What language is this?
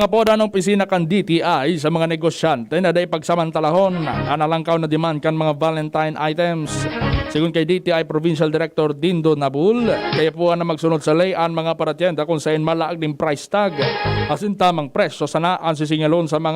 Bikol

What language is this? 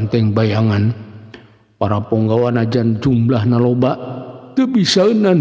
Sundanese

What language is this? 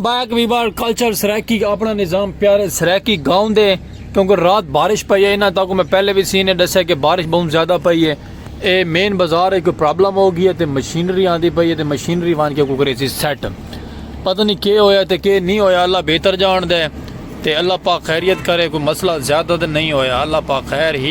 Saraiki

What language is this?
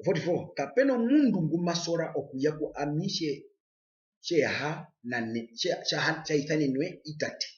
Herero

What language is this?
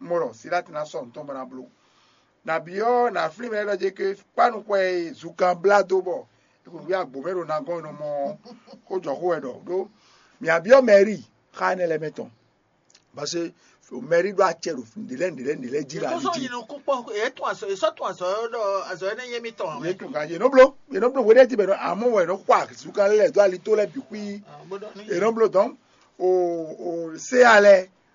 Fon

